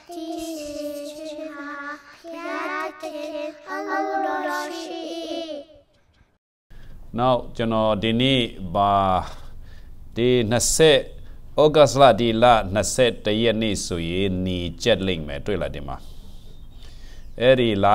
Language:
Burmese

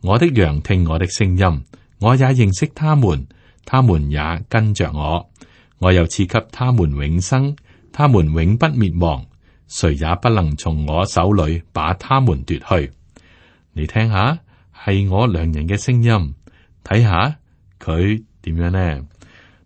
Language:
Cantonese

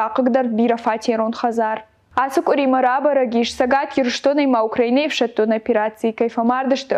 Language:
Ossetic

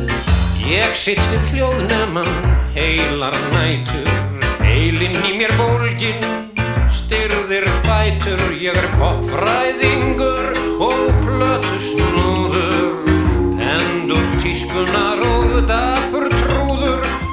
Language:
Icelandic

